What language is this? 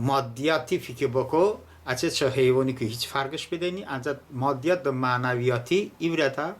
Talysh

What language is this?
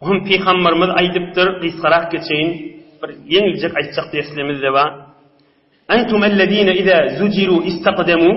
Turkmen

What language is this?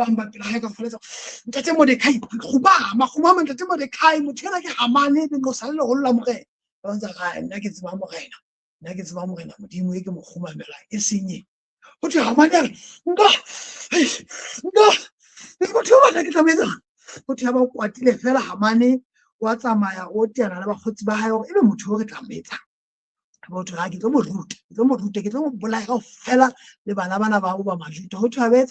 Southern Sotho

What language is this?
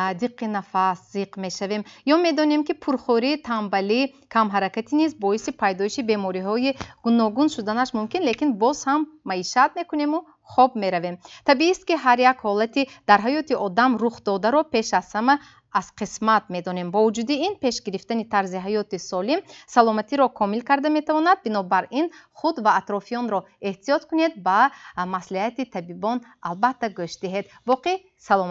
Tajik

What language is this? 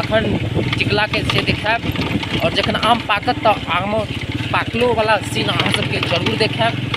Maithili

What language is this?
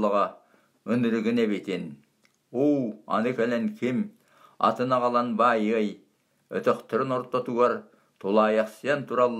Yakut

